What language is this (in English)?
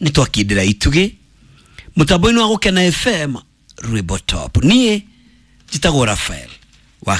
Kikuyu